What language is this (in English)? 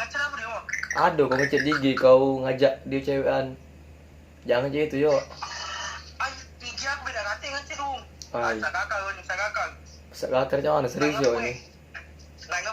Musi